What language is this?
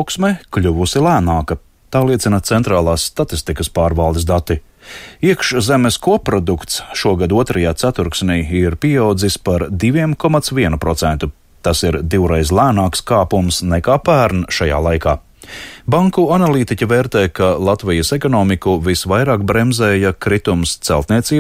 Latvian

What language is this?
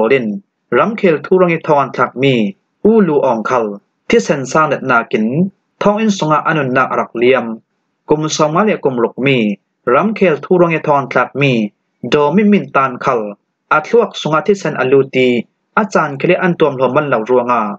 Falam Chin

